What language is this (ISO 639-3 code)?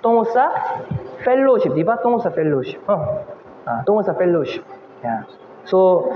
ceb